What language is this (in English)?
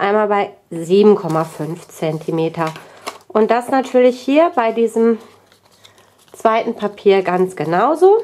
German